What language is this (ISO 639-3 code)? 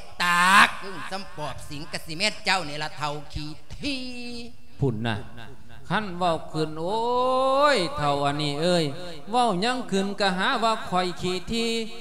lao